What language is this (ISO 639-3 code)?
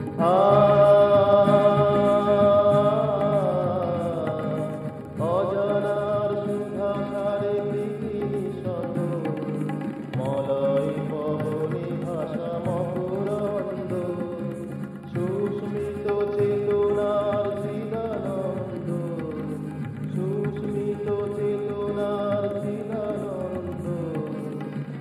ben